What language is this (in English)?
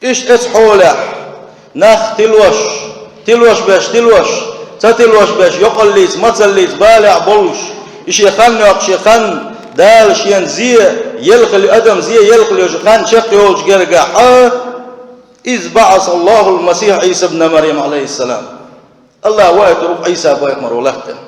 Chechen